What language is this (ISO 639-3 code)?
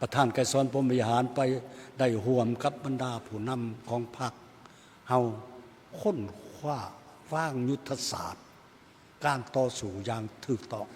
lao